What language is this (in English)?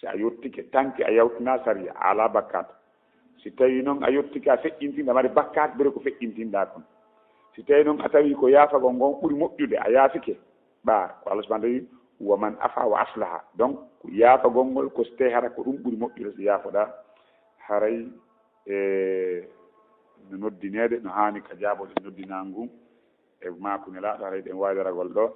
Fula